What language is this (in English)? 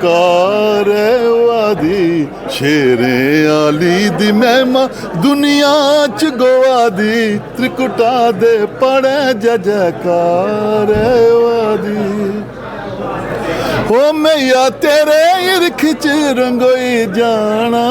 Dogri